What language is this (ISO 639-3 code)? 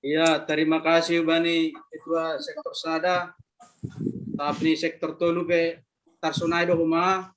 bts